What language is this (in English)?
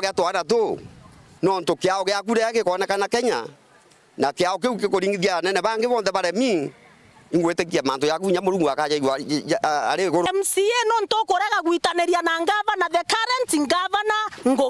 Meru